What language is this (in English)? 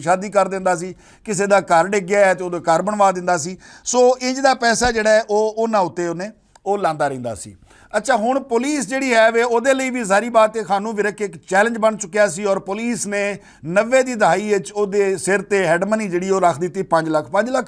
Western Panjabi